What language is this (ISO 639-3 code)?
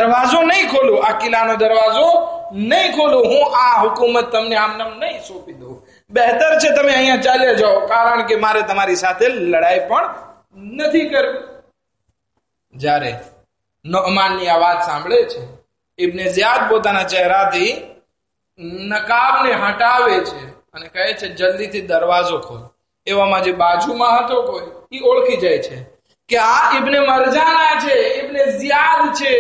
guj